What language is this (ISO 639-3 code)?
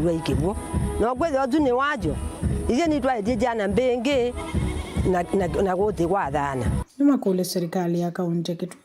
kam